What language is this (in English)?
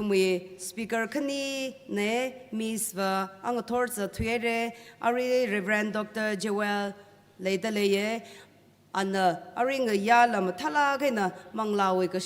Tangkhul Naga (India)